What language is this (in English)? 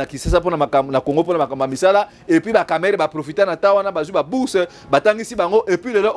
Lingala